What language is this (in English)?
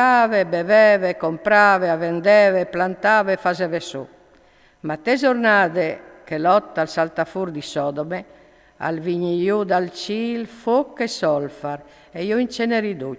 Friulian